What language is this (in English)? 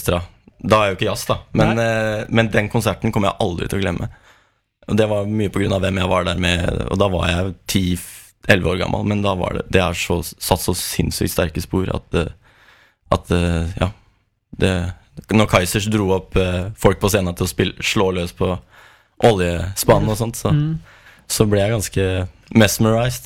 Norwegian